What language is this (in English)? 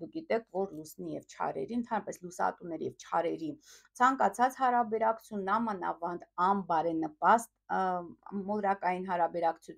Armenian